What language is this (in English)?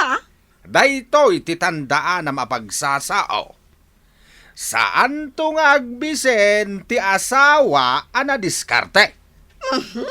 Iloko